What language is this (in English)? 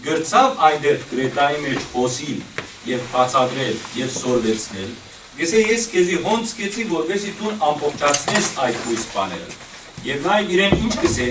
Western Armenian